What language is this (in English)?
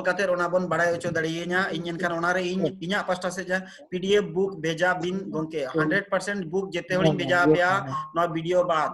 Santali